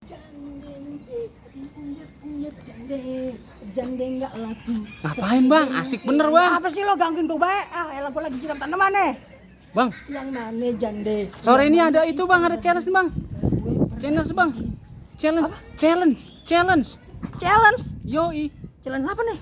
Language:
Betawi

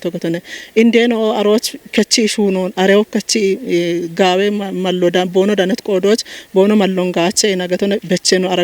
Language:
Kafa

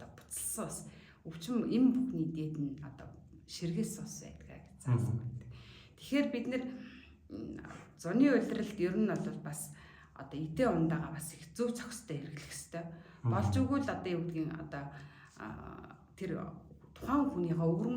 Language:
Mongolian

